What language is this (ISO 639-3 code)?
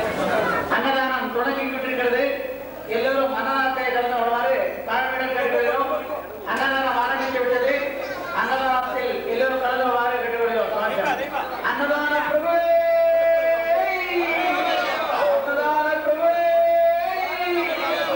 tam